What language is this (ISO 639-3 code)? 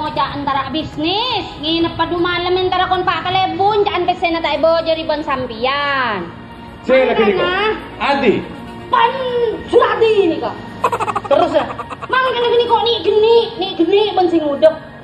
mad